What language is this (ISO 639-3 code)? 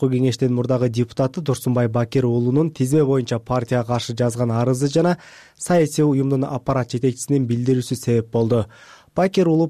kir